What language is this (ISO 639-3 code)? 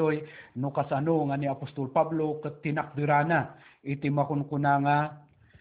ilo